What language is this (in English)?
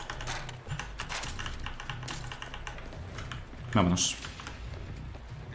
Spanish